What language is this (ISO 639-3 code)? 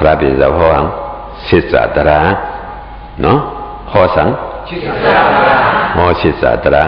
shn